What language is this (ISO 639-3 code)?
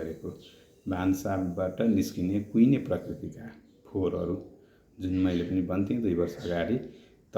nep